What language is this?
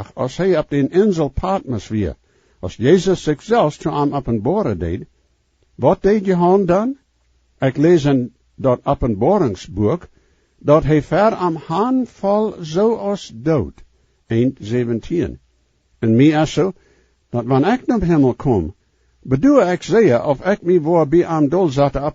Plautdietsch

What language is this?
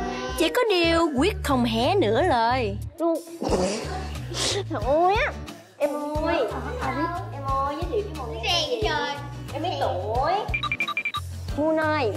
Vietnamese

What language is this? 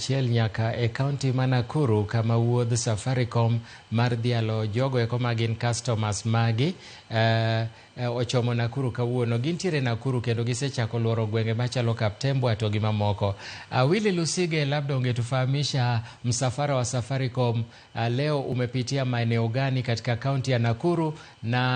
Luo (Kenya and Tanzania)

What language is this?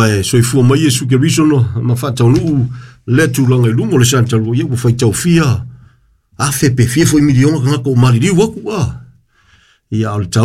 Samoan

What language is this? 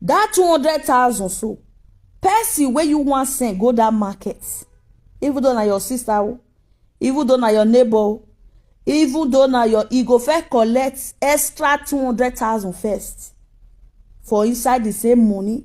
Nigerian Pidgin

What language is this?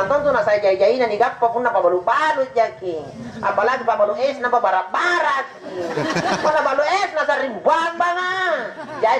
Makasar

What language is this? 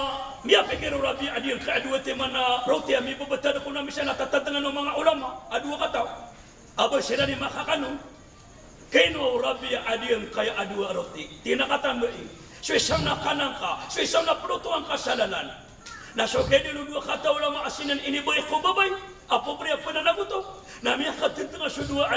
Maranao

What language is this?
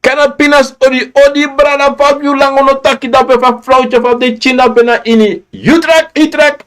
Sranan Tongo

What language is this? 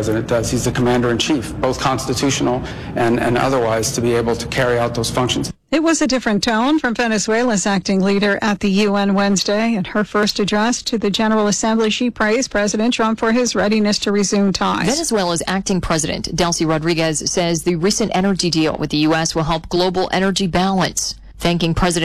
English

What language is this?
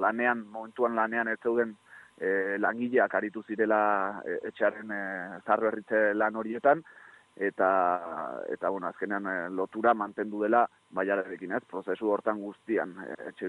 Basque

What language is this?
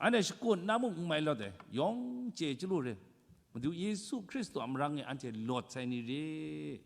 Kachin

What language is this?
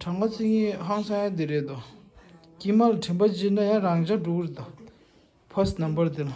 Tibetan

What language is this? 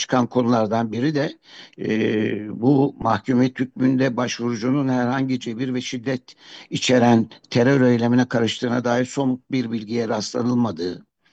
Turkish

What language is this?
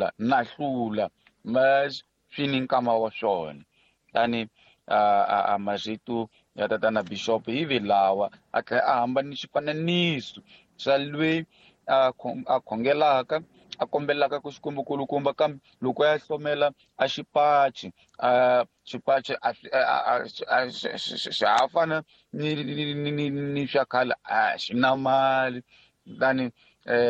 Tsonga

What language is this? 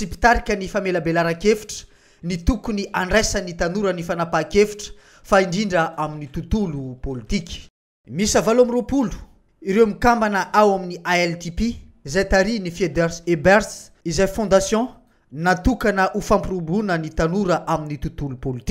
Malagasy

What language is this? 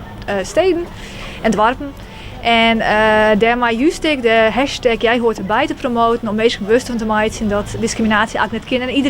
Western Frisian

